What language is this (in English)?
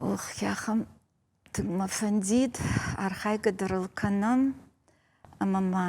Ossetic